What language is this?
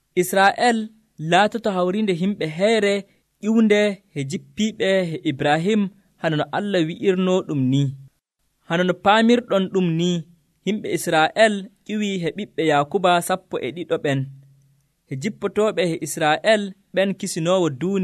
Nigerian Fulfulde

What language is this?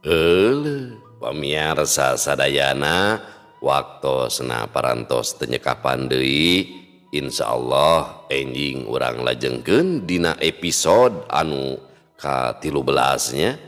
Sundanese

